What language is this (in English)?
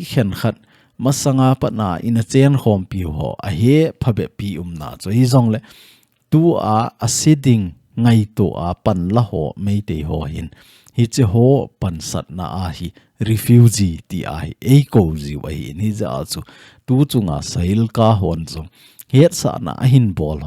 Thado Chin